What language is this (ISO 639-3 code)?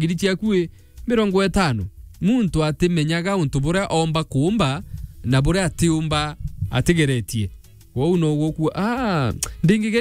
mer